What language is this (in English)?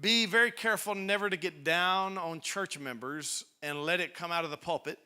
English